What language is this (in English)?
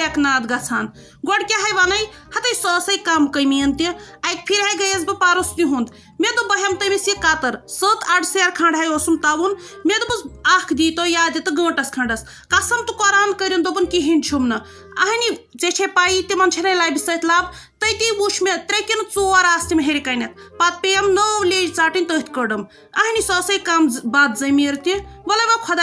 Kashmiri